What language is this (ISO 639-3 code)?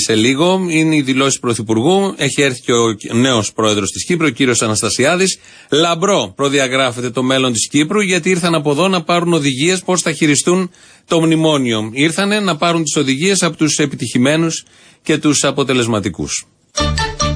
ell